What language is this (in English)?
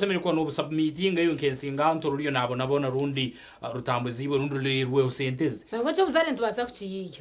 Nyankole